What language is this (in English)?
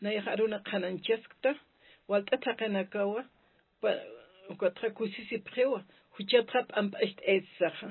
Aymara